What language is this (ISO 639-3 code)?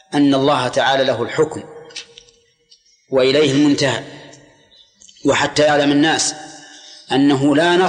ara